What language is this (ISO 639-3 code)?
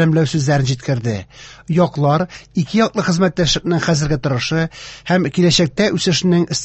tat